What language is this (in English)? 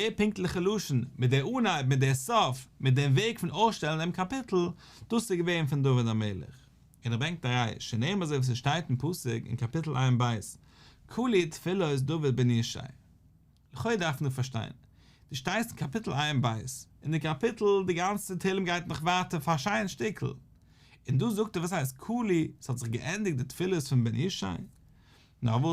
Yiddish